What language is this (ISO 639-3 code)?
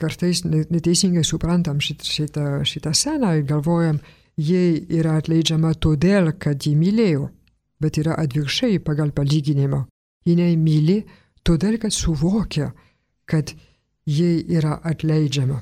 lit